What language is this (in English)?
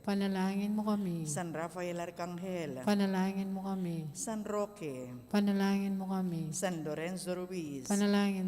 Pampanga